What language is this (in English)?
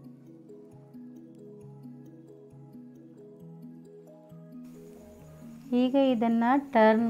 Kannada